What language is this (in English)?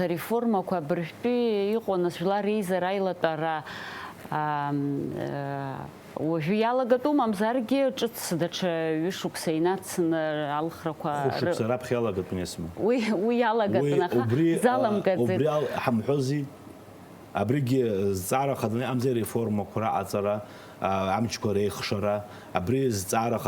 Abkhazian